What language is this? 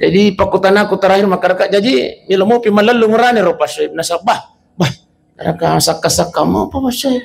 Buginese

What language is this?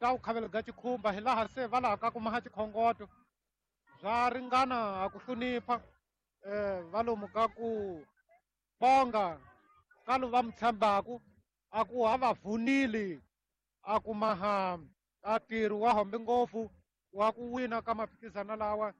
Tsonga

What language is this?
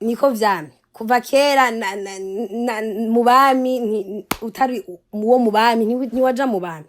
Rundi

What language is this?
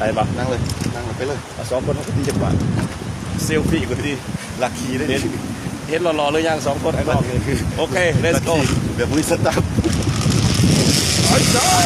Lao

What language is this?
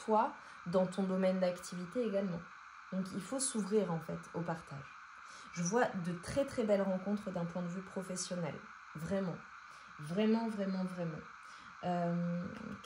French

